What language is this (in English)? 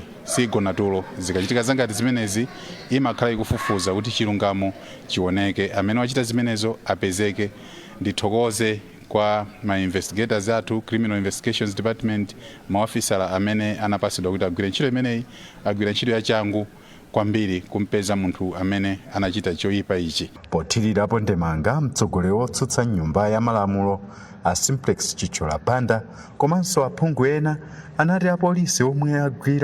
Nyanja